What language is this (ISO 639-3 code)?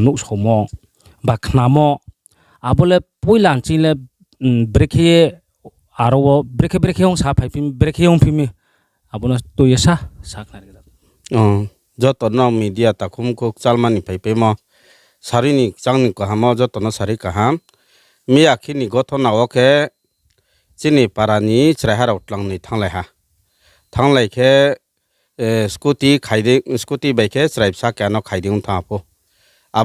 ria